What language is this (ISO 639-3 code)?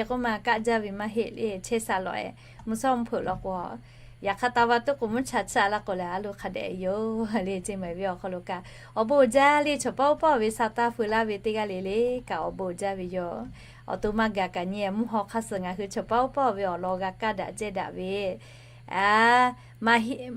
lhu